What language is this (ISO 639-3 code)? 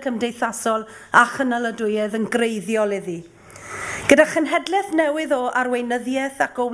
cym